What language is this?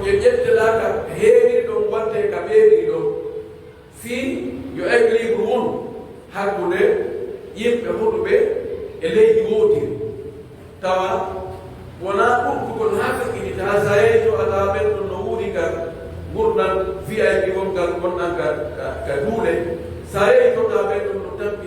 Pular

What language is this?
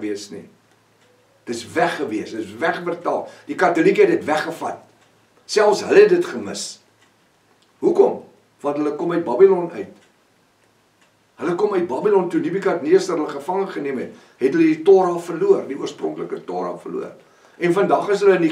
Afrikaans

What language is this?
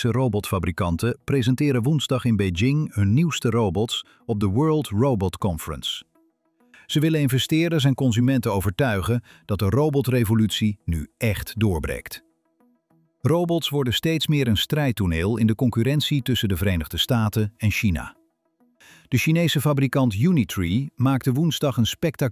Dutch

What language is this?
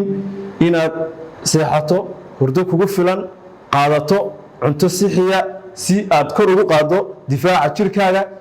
Somali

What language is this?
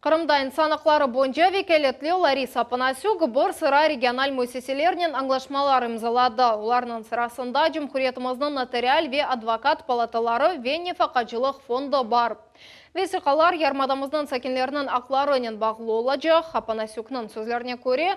Crimean Tatar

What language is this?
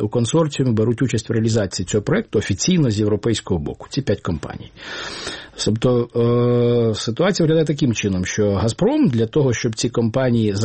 Ukrainian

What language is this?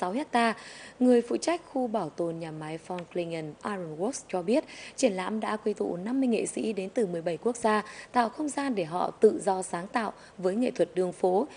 Vietnamese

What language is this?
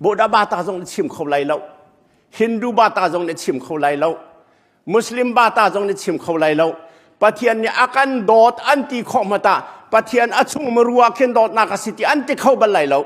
Hakha Chin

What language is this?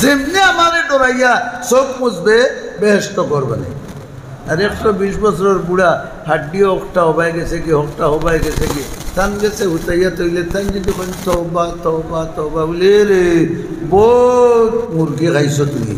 Sylheti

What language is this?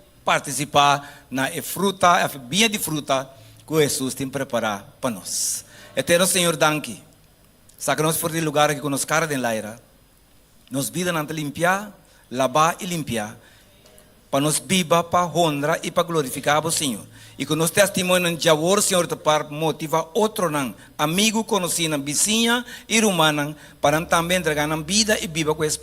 Papiamento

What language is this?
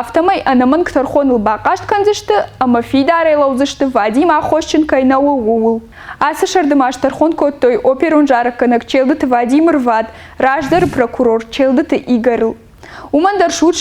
Ossetic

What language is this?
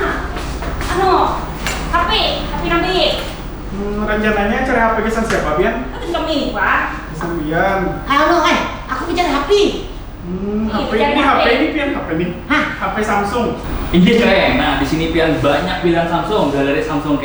Banjar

